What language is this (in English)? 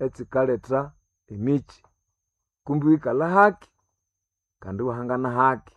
Nande